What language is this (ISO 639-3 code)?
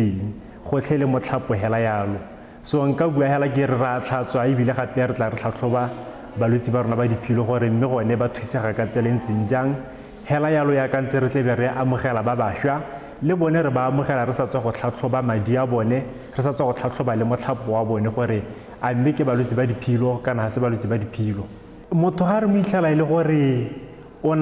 tsn